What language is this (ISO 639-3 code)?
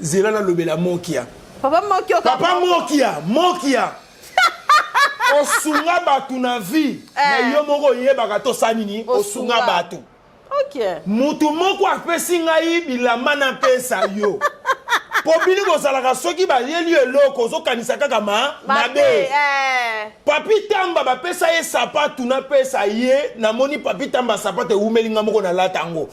lin